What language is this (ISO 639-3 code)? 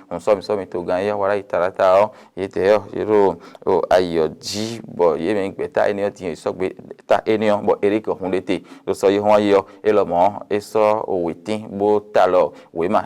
fon